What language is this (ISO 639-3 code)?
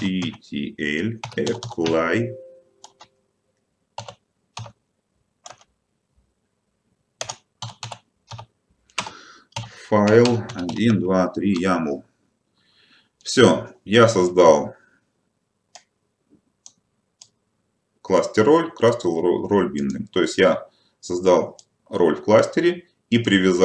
rus